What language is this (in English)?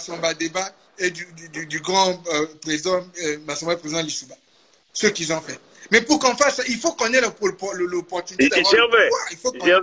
French